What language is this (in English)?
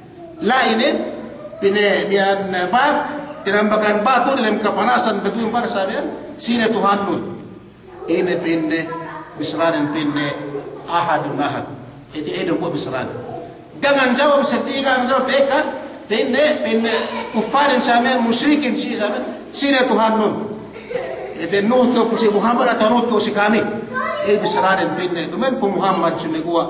Yakan